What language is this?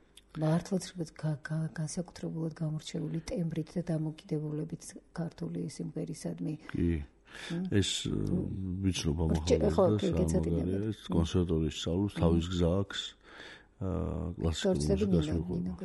Georgian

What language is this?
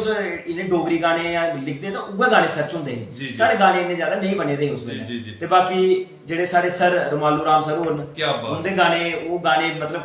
Dogri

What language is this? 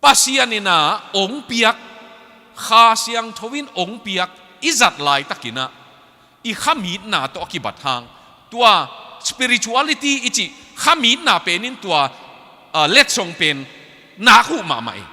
Tedim Chin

